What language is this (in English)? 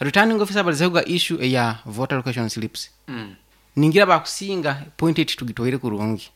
Nyankole